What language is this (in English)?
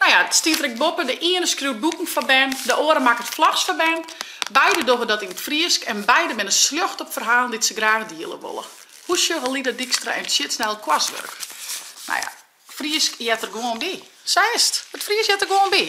Western Frisian